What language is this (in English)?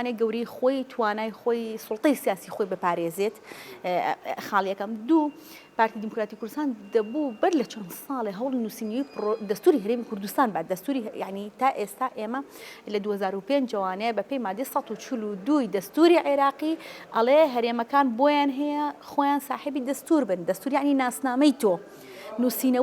Central Kurdish